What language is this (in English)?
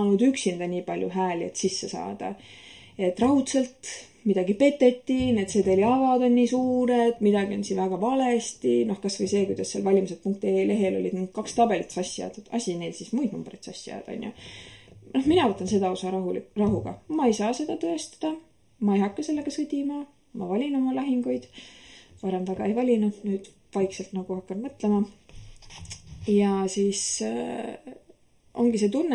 Estonian